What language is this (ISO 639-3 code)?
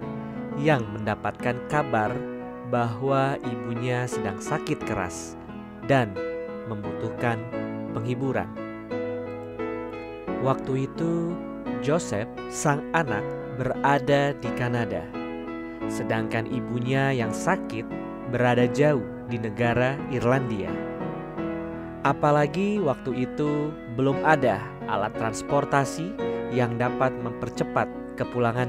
ind